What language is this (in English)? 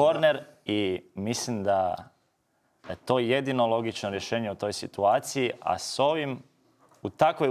Croatian